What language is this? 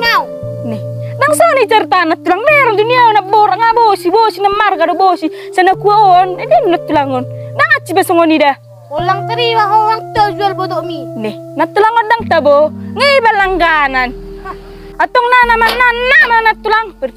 Batak Toba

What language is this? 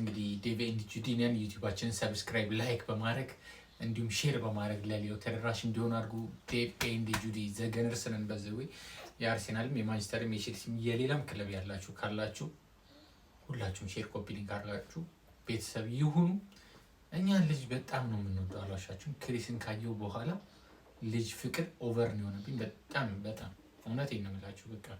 Amharic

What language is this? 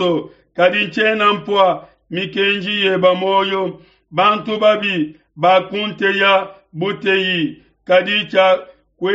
Luba-Lulua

